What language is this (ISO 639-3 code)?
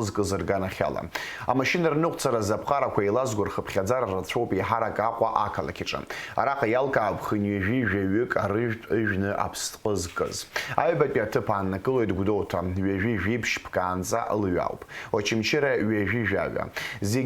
abk